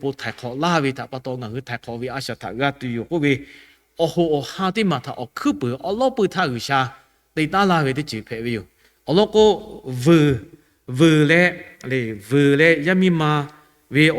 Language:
Lahu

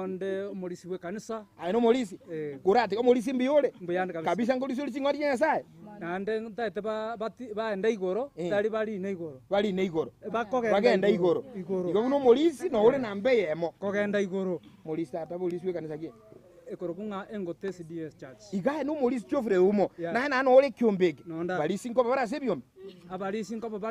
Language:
Gusii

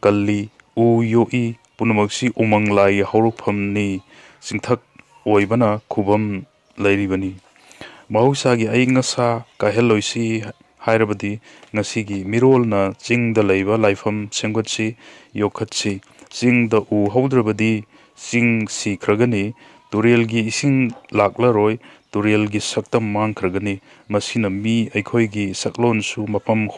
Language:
Manipuri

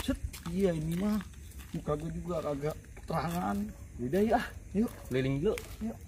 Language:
Betawi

